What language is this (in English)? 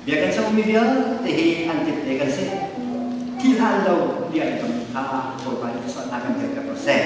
Hakha Chin